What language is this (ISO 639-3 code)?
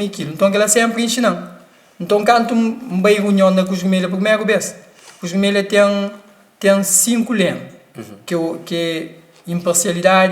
kea